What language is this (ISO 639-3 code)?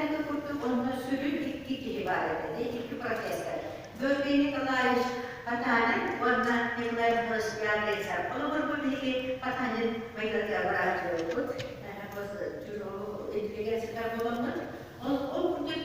sah